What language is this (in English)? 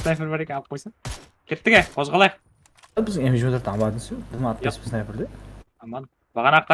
Kara-Kalpak